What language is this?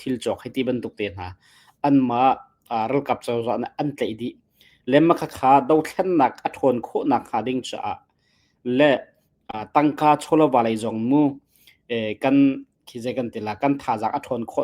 Hakha Chin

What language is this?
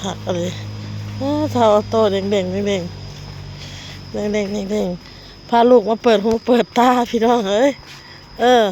Northeastern Thai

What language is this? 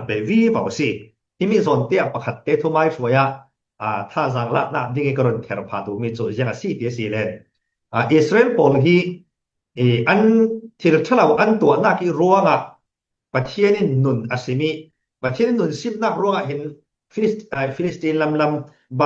Falam Chin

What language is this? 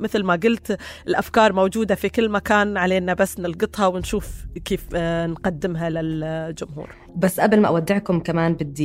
North Levantine Arabic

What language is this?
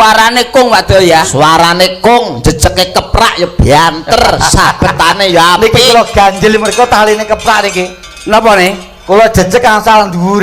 Javanese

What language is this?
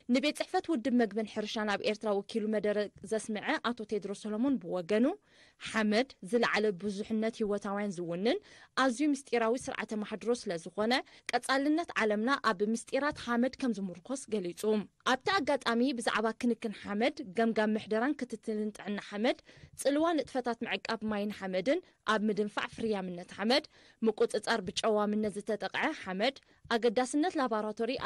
Tigrinya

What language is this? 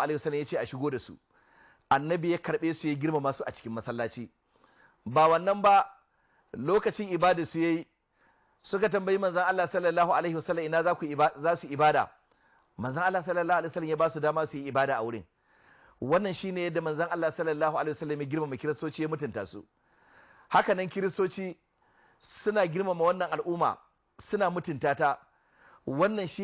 Hausa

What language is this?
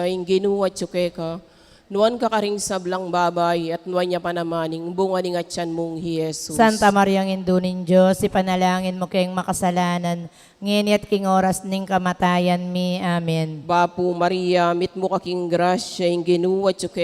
Pampanga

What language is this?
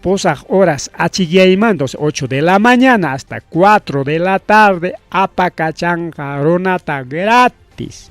Ayacucho Quechua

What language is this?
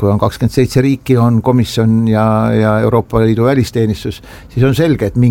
Estonian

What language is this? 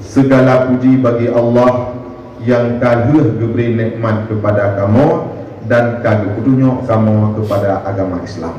Achinese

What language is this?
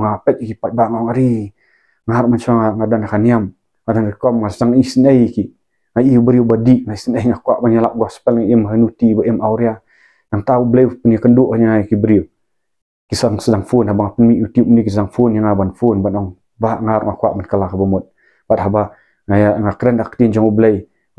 Khasi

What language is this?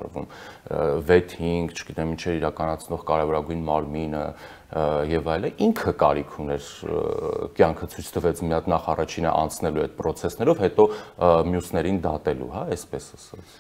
Armenian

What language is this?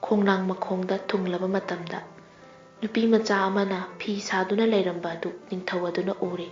Manipuri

